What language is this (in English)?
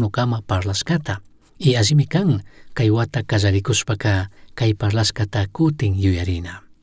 Chimborazo Highland Quichua